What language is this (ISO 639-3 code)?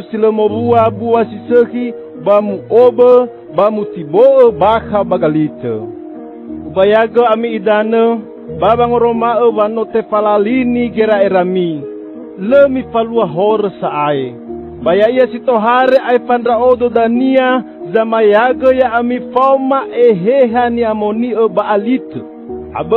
nia